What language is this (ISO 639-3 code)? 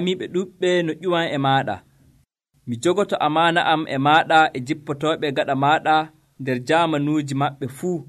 fuv